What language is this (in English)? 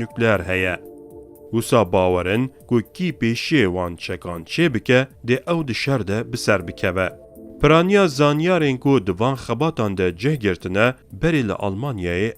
Kurdish